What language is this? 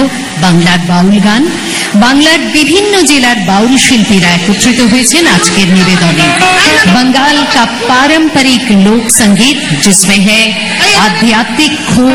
Bangla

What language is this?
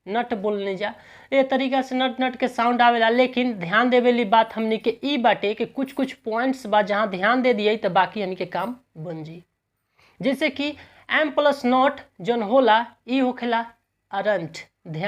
Bhojpuri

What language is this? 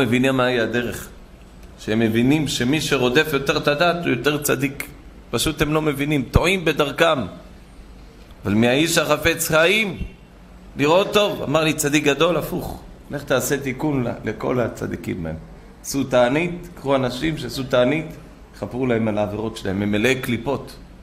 Hebrew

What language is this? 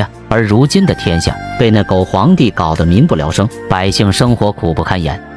Chinese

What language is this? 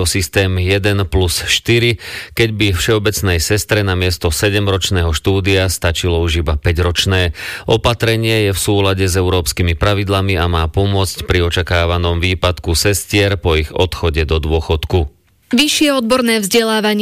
Slovak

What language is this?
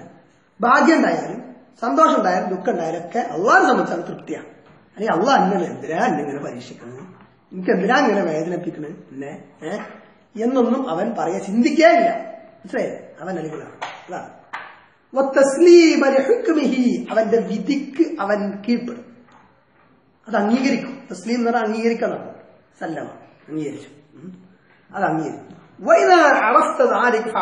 Malayalam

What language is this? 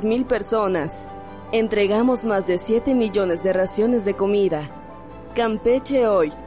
Spanish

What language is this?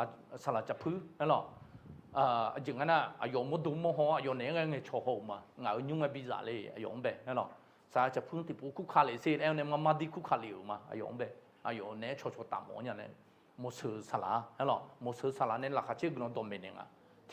Akha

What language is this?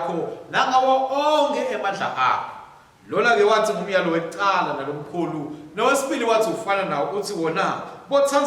Swati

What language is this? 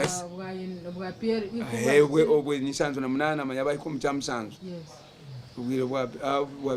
Nyankole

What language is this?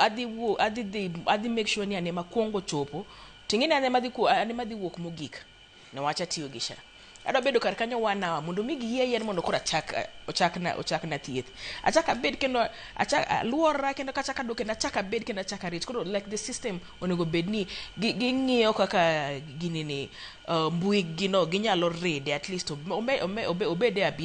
Luo (Kenya and Tanzania)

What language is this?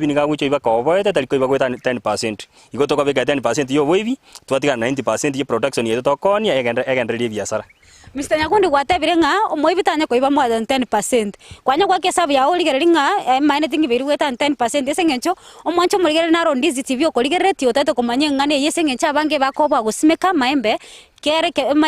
Gusii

